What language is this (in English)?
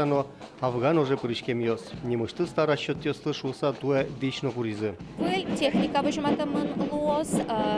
Udmurt